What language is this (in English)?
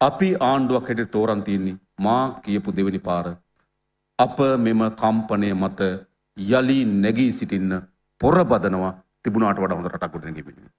Sinhala